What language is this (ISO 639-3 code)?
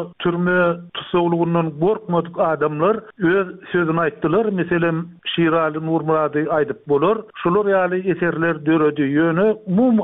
tuk